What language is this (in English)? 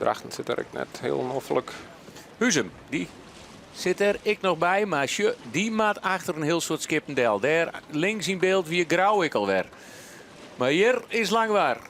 Western Frisian